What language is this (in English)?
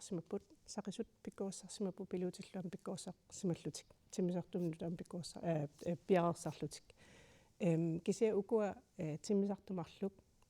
Kalaallisut